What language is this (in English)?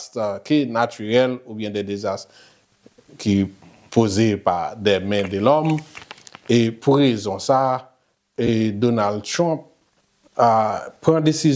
Haitian Creole